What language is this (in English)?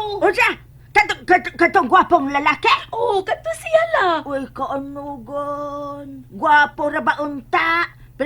Cebuano